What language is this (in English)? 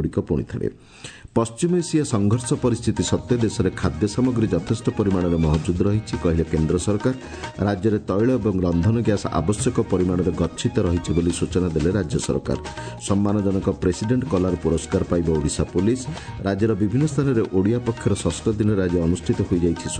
Odia